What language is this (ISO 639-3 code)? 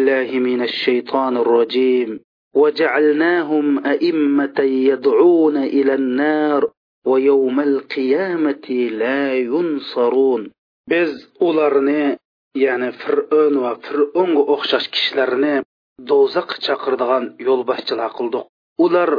uig